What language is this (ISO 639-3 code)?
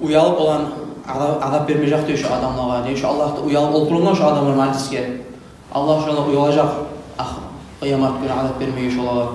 kum